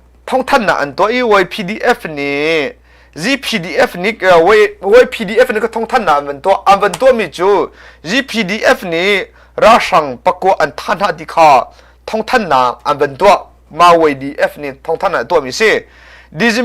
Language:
Hakha Chin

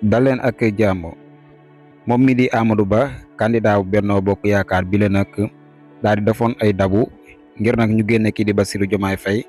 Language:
Wolof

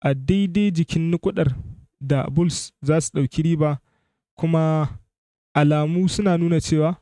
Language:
Hausa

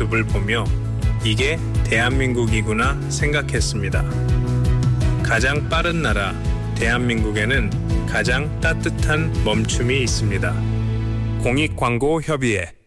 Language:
Korean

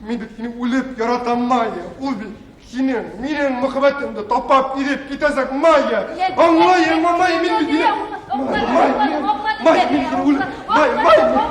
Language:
Bashkir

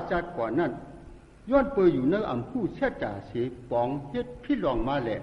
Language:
Shan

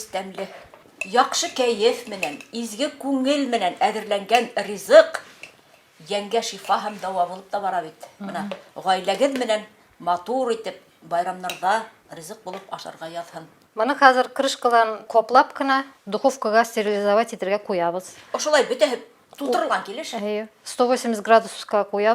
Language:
Bashkir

